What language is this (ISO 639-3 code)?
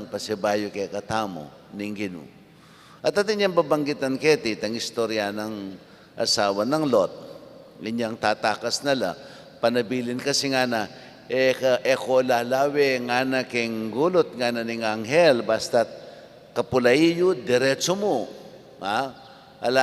pam